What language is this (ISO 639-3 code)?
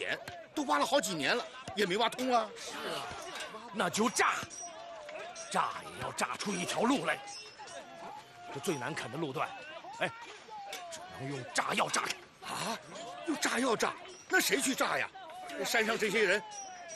zho